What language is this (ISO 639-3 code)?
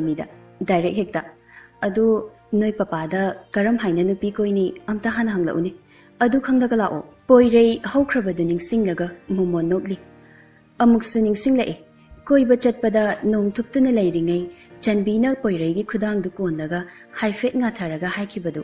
mni